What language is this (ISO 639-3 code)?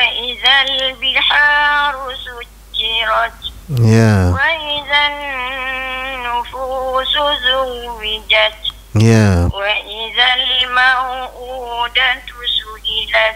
msa